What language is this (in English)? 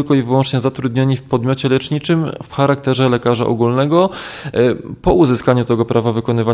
Polish